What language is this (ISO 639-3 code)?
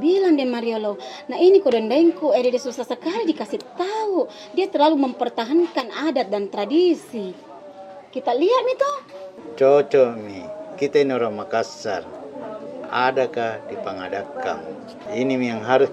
mfp